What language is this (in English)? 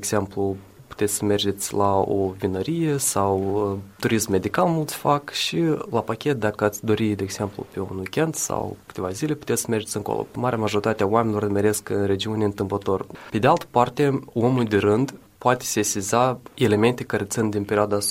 Romanian